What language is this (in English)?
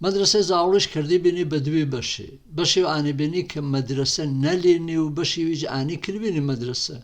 Gurani